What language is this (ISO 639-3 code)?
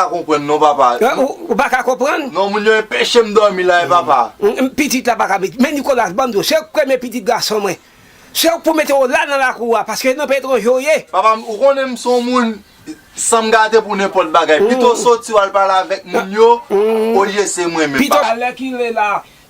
hat